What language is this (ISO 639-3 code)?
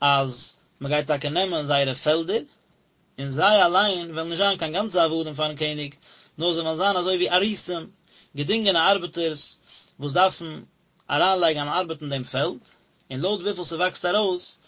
yid